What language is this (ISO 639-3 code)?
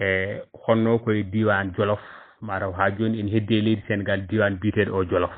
ful